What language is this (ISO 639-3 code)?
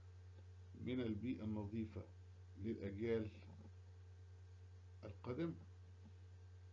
arz